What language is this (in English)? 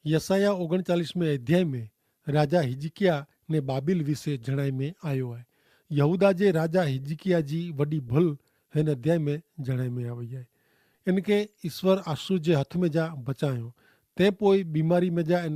Kachhi